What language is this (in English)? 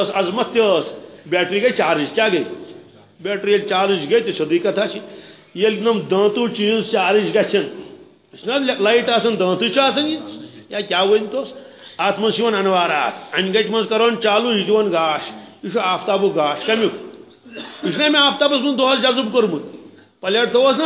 Kashmiri